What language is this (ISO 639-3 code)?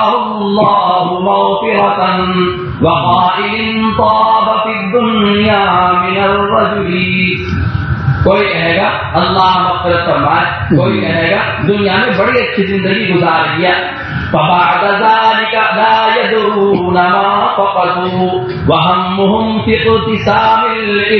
urd